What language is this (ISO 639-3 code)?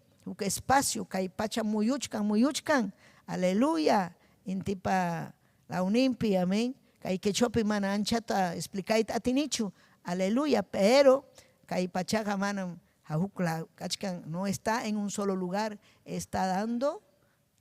quy